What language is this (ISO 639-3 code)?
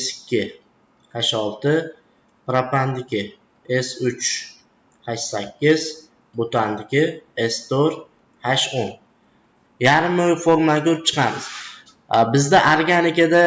uzb